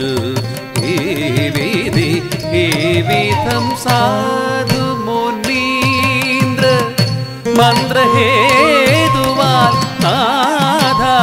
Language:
Malayalam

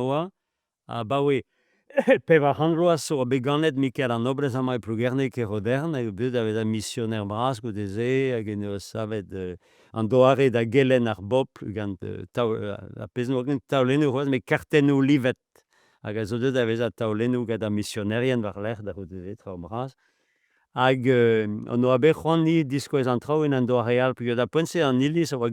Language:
Breton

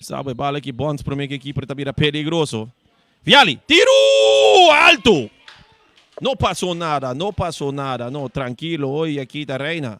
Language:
Papiamento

